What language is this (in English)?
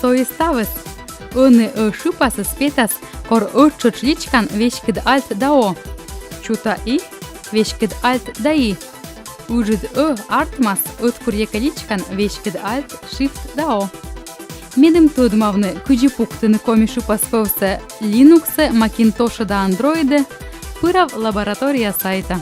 Komi